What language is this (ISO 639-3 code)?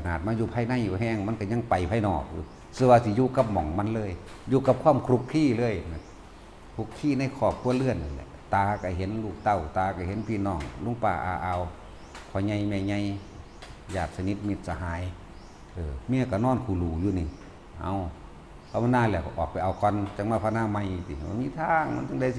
tts